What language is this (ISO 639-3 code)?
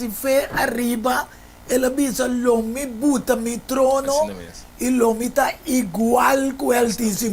pap